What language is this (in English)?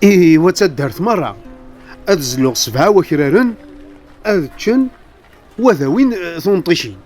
Kabyle